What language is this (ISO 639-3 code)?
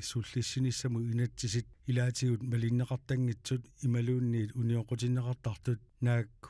kal